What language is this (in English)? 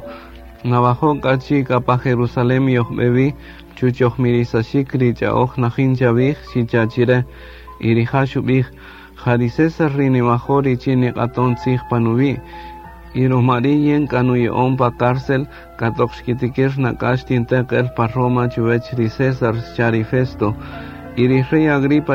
Kaqchikel